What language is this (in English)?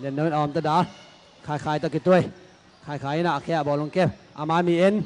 Tedim Chin